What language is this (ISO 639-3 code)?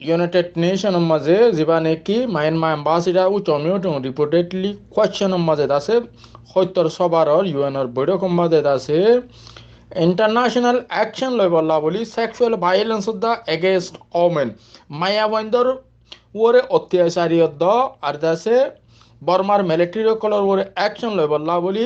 rhg